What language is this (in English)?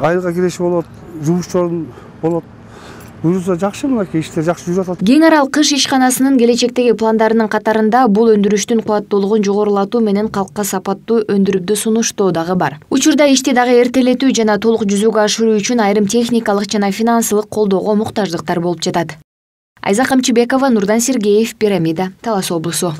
Kyrgyz